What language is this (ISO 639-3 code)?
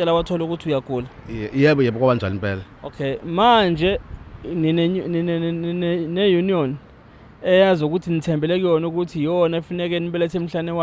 zul